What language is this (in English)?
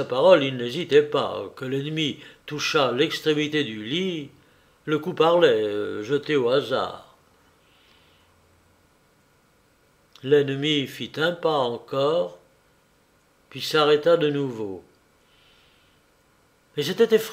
French